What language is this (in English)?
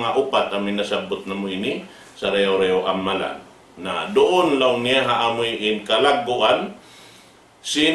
Tausug